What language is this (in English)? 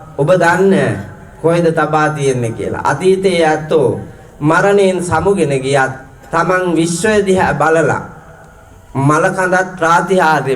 Sinhala